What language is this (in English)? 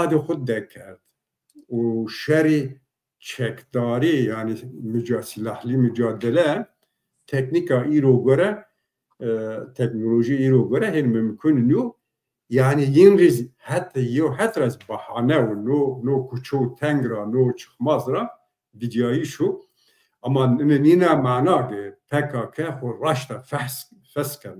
Zaza